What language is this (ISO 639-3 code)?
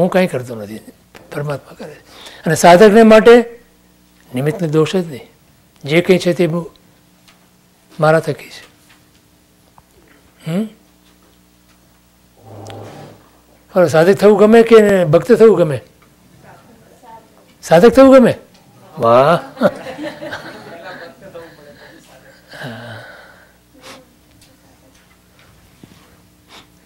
guj